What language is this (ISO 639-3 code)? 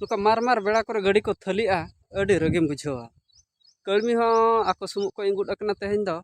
sat